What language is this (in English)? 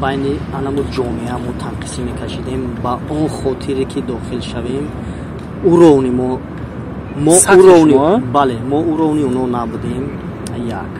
Tajik